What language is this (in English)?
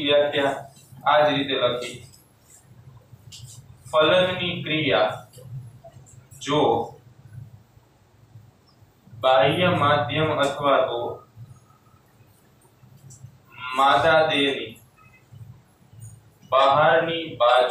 Gujarati